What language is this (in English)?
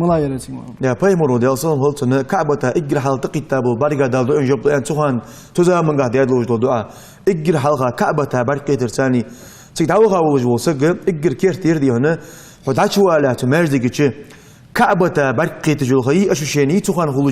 Ingush